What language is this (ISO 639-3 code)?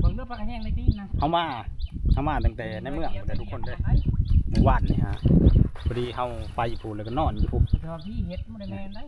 tts